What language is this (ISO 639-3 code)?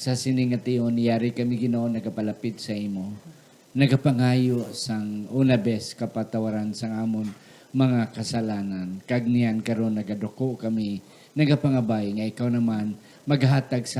hil